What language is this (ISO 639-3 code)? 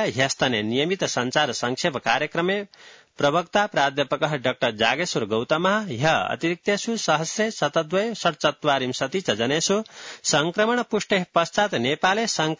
san